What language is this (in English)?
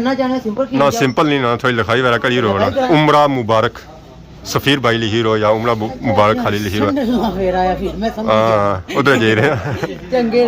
Pahari-Potwari